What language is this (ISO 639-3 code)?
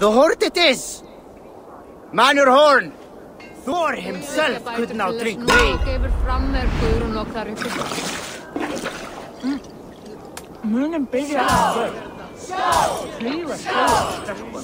isl